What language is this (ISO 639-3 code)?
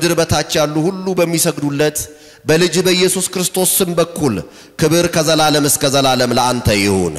amh